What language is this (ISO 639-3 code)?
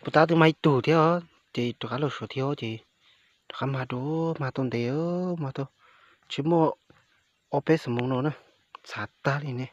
hmn